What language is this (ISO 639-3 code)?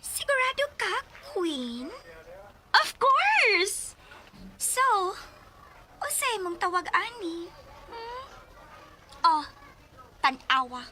ceb